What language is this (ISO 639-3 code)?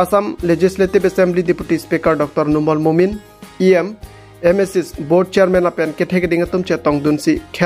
mjw